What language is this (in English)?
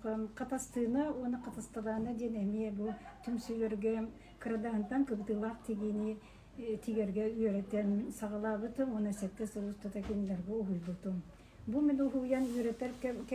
Yakut